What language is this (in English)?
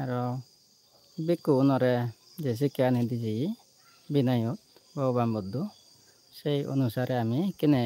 Chakma